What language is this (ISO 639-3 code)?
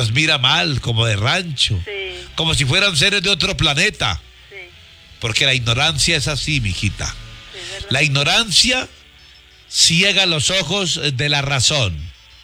spa